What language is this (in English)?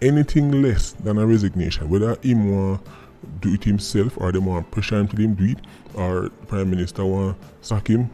Jamaican Creole English